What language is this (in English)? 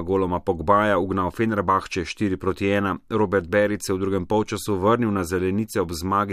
Slovenian